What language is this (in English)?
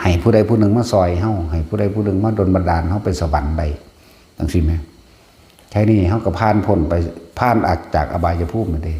Northeastern Thai